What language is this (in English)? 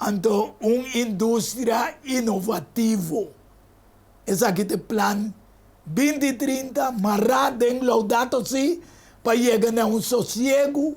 Papiamento